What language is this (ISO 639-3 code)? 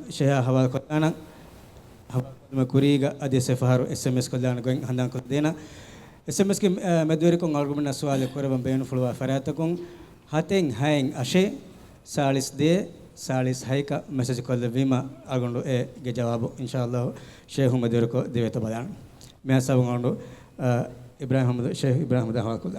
div